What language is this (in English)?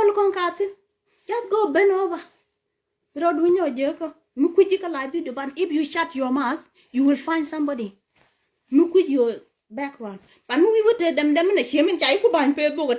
Nuer